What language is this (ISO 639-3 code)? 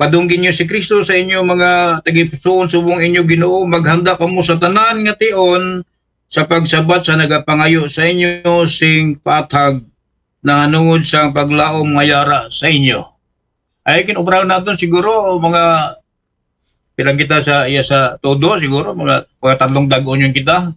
akl